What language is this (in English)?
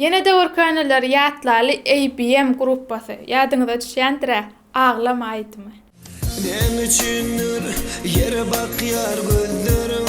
Turkmen